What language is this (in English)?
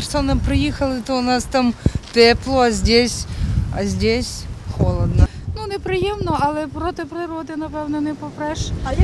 Ukrainian